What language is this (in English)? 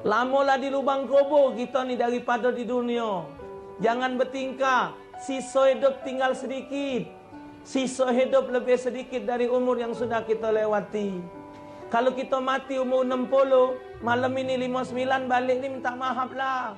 Musi